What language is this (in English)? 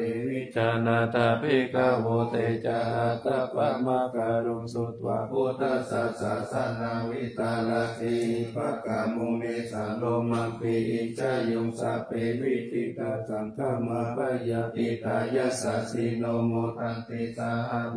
Pali